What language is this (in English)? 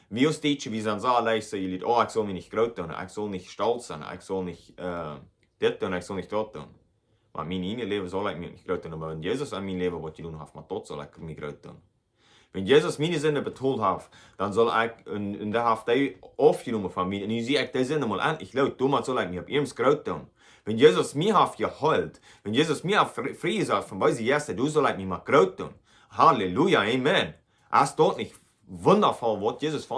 Plautdietsch